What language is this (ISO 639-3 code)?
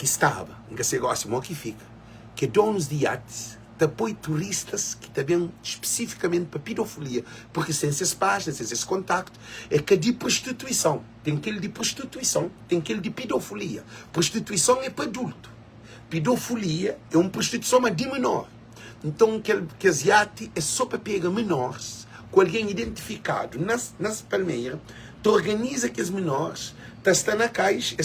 kea